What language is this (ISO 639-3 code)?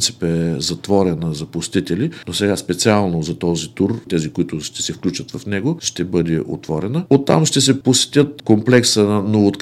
bul